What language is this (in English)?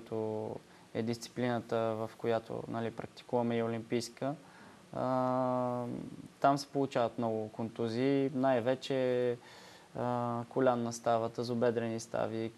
Bulgarian